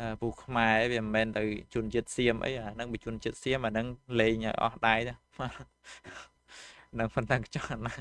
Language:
Khmer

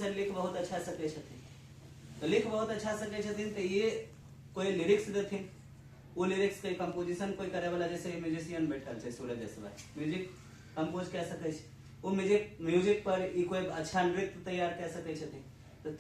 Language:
Angika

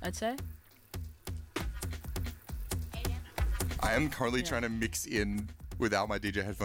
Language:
English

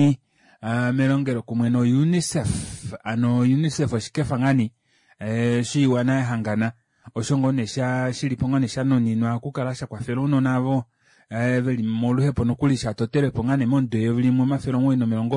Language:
Kuanyama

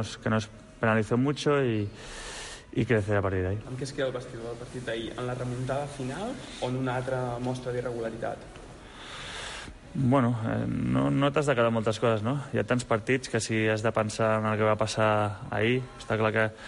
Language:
Catalan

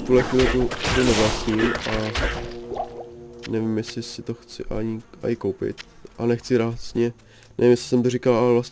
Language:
Czech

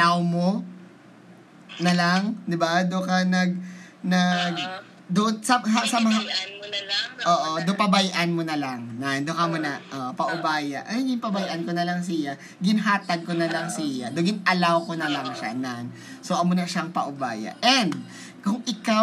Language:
Filipino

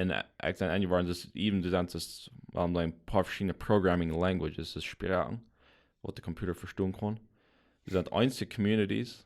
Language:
Plautdietsch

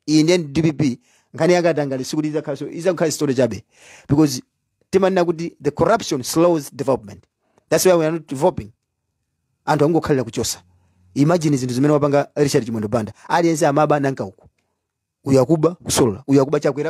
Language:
Nyanja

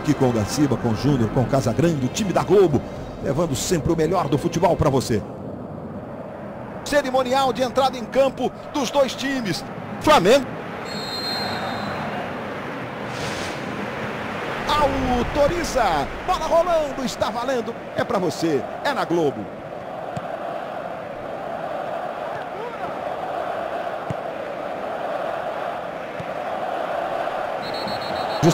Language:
Portuguese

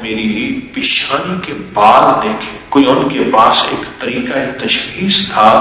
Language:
Urdu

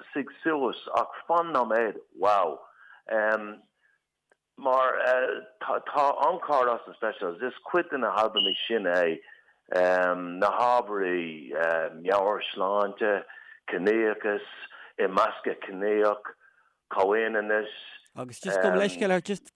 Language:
Irish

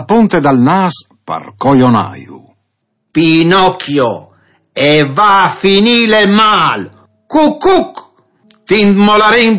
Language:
Friulian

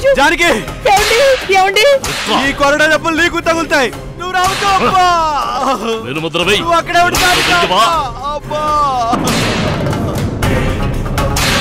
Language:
Telugu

